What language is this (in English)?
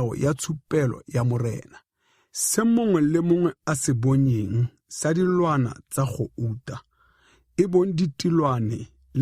Tswana